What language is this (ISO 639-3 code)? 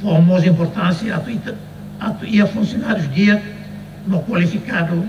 tet